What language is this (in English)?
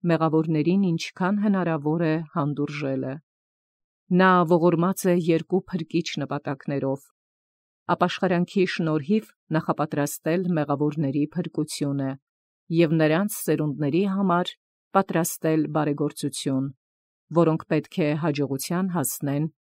Armenian